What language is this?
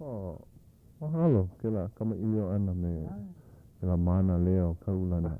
Hawaiian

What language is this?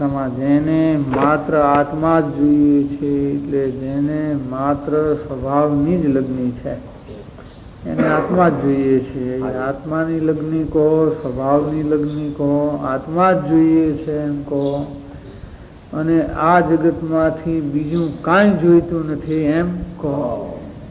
Gujarati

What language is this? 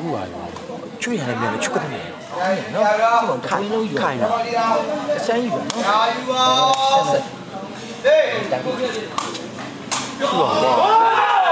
Burmese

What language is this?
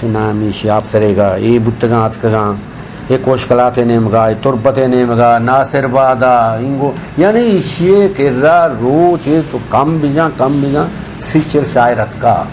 Eastern Balochi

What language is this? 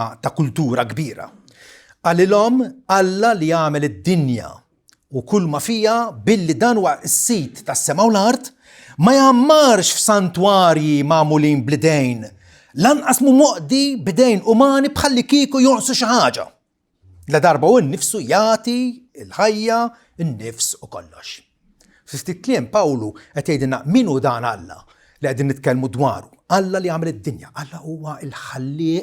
Maltese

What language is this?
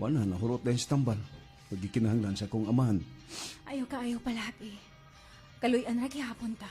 Cebuano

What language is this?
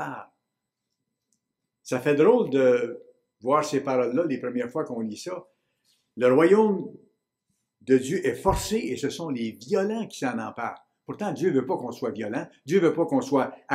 French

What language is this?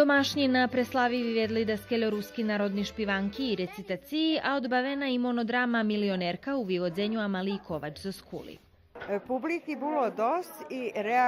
Rusyn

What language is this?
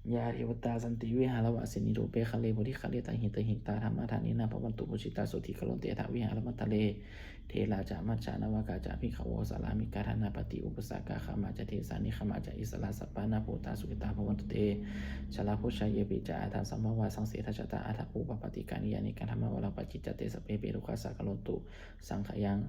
Pali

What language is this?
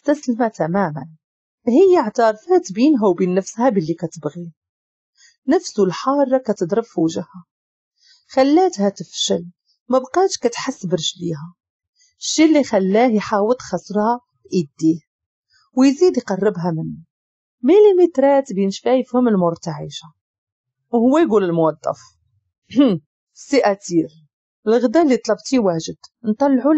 Moroccan Arabic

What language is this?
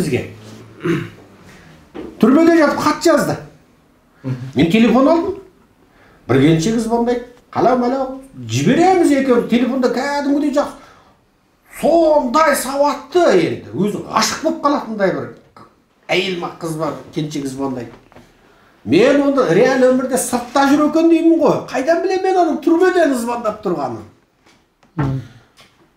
Kazakh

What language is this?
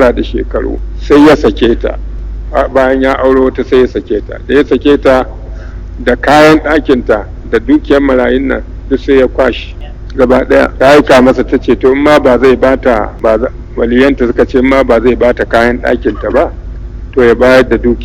Hausa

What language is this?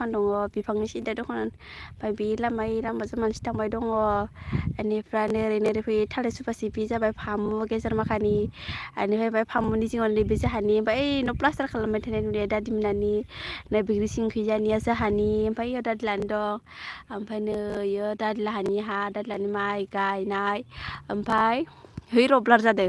Bodo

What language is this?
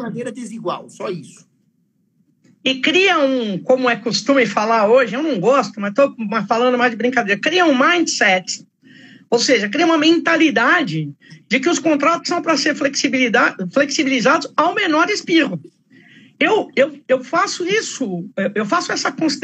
Portuguese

